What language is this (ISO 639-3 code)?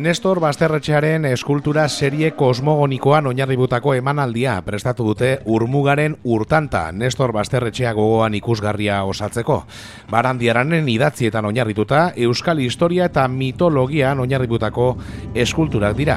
eus